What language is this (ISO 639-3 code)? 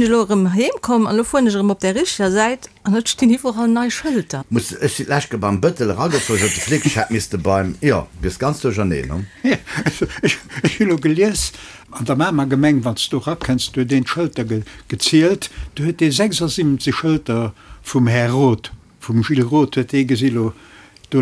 ltz